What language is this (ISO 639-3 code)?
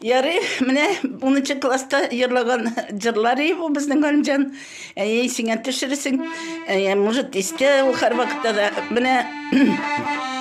tat